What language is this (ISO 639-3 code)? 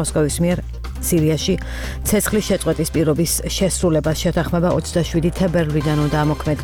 kat